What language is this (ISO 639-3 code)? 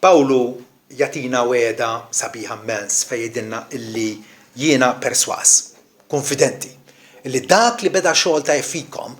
mlt